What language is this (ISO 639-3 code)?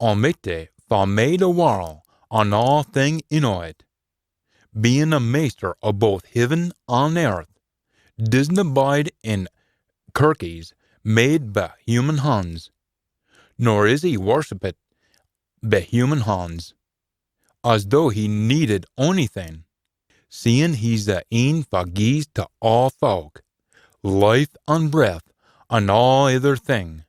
sco